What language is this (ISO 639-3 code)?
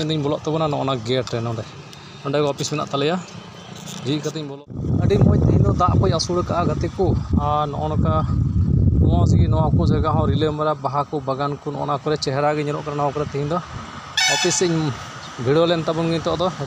sat